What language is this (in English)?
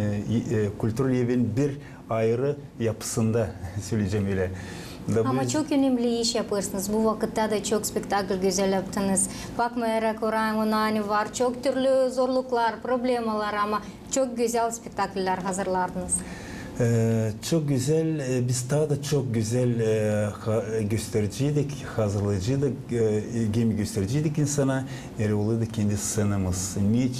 Gagauz